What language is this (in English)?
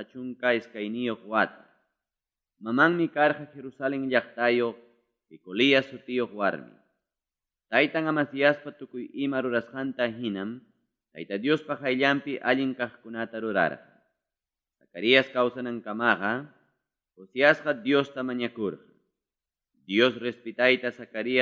Ayacucho Quechua